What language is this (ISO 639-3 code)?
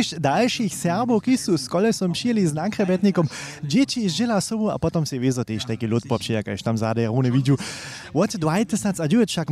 hsb